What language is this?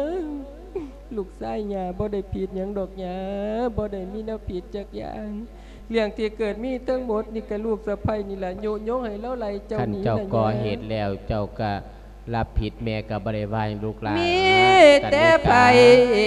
Lao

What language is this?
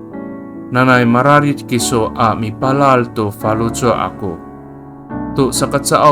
Amis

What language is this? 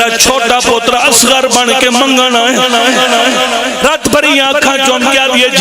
Pahari-Potwari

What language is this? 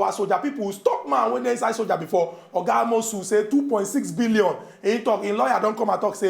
Nigerian Pidgin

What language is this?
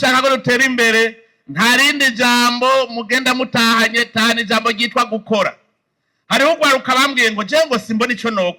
Rundi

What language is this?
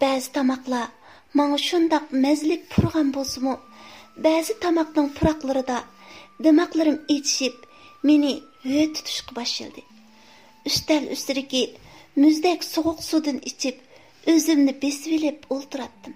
Uyghur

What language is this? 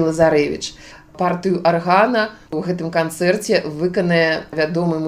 Belarusian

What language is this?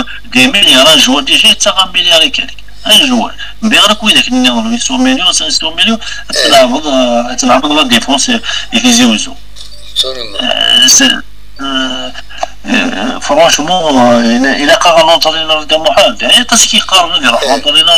Kabyle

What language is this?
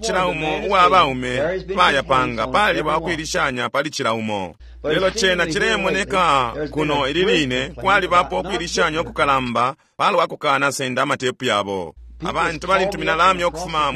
Bemba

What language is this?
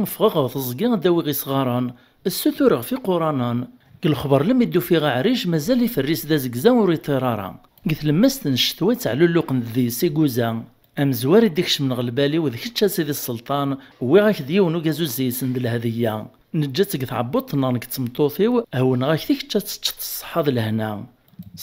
Kabyle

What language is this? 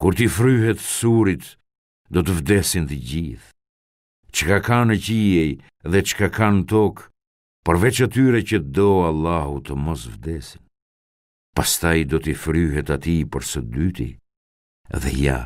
Albanian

